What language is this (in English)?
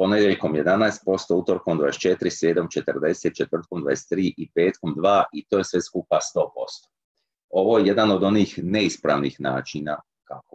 Croatian